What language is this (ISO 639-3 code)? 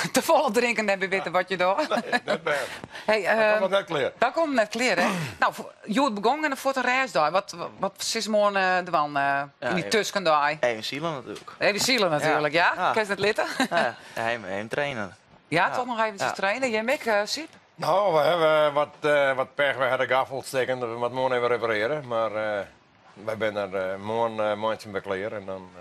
fry